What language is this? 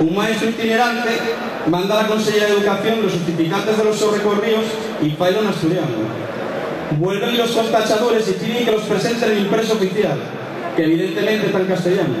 Asturian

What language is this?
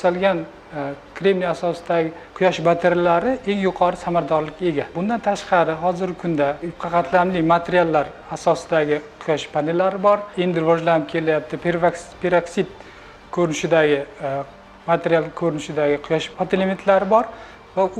Uzbek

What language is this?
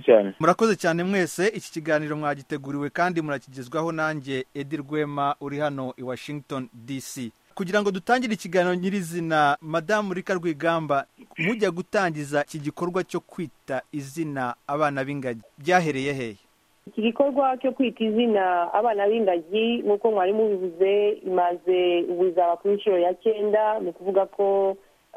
Kinyarwanda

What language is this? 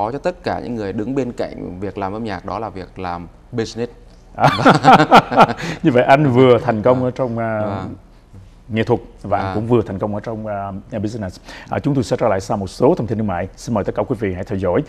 Vietnamese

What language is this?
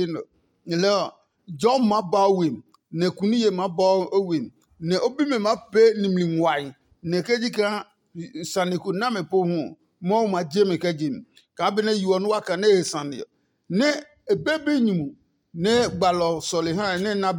Adangme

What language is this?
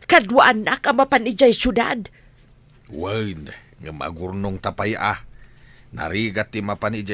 Iloko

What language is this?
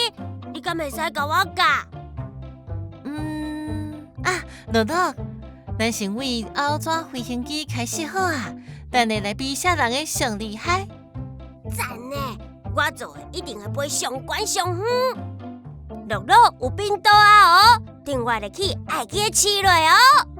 Min Nan Chinese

